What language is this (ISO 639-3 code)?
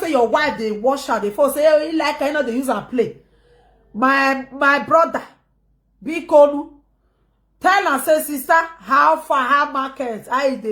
pcm